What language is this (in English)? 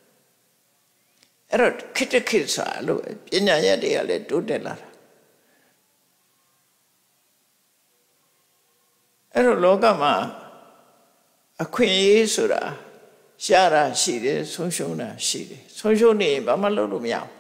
Burmese